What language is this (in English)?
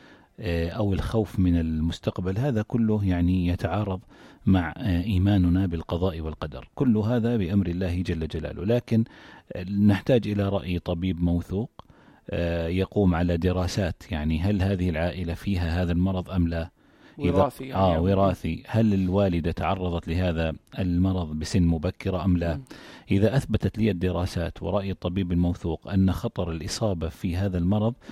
North Levantine Arabic